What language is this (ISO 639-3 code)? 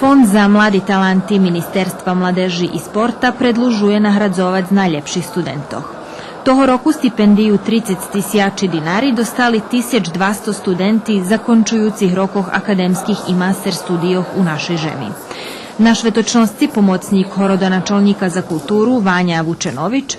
rue